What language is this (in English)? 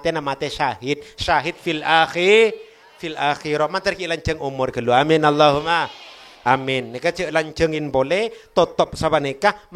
Madurese